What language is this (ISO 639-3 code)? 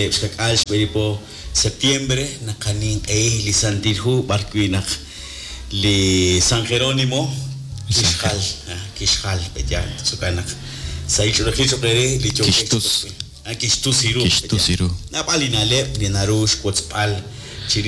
kek